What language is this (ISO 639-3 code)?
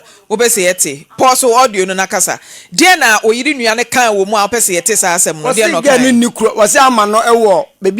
aka